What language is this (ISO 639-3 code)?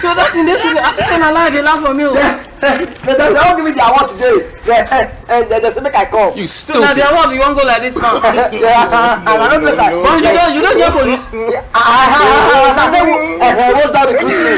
pcm